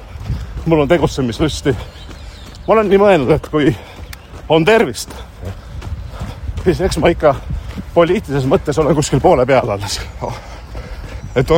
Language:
Estonian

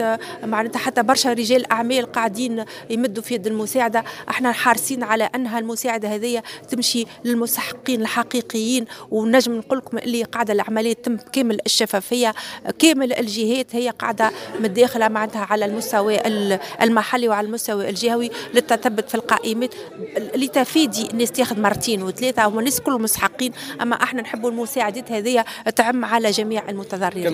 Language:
Tunisian Arabic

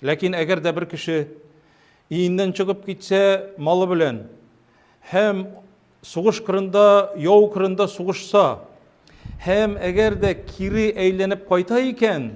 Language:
Tatar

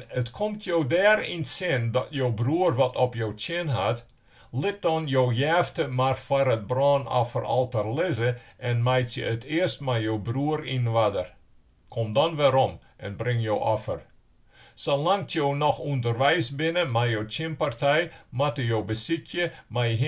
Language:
Western Frisian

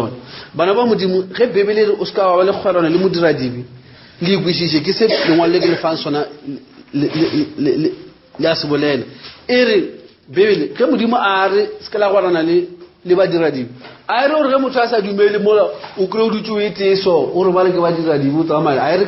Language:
Northern Sotho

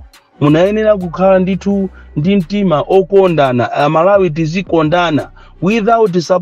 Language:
Nyanja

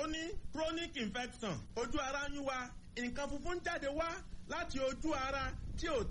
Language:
Yoruba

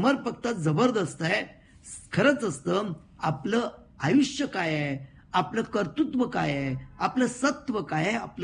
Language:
Marathi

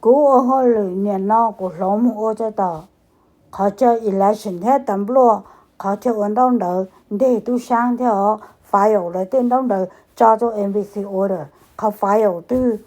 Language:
Hmong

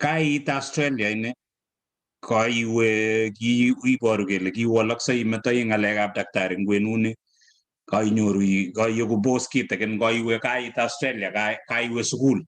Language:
Kalenjin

